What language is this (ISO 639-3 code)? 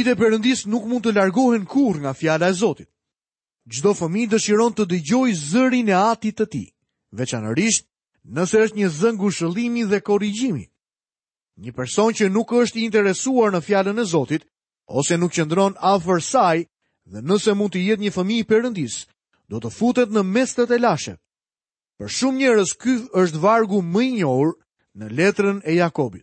sqi